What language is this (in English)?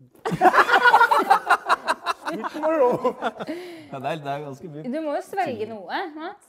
Norwegian